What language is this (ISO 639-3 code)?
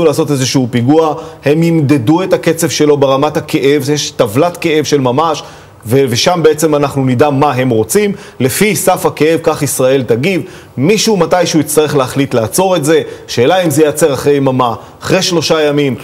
heb